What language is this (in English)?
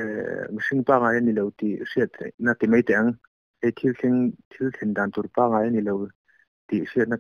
Mizo